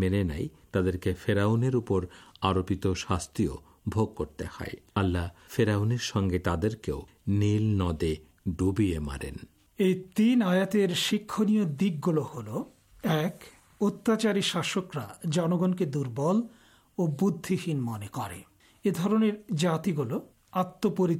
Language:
Bangla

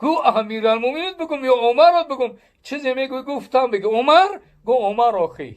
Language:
Tajik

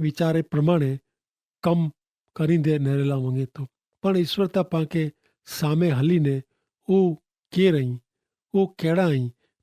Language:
Kachhi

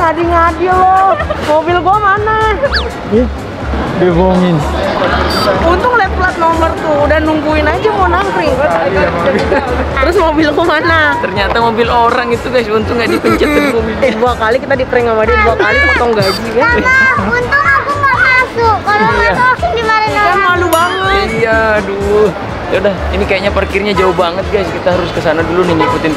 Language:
Indonesian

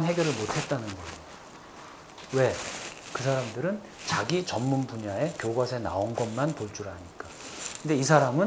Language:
Korean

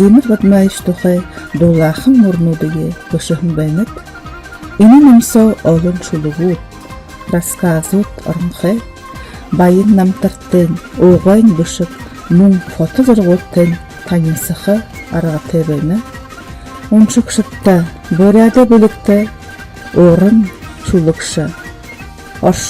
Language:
Buriat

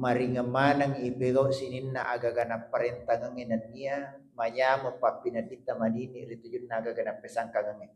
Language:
Buginese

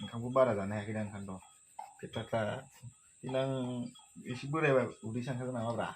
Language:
Bodo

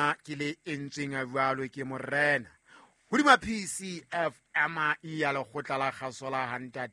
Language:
Southern Sotho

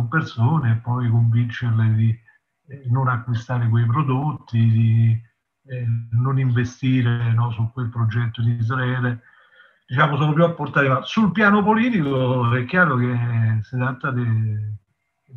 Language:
Italian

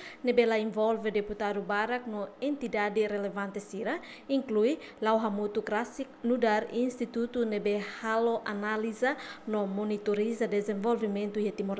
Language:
Tetum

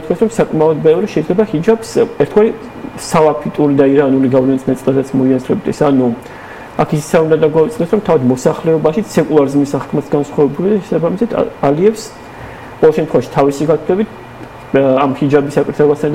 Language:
Georgian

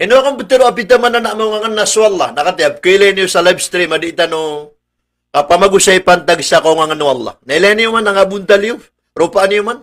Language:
Maranao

